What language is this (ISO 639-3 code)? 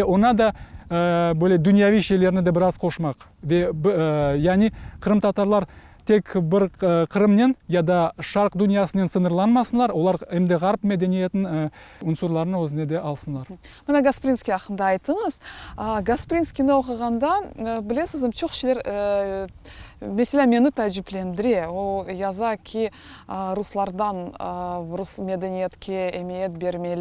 crh